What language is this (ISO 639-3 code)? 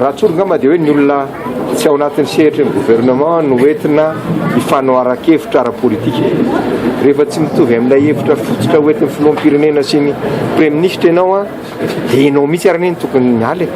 mlg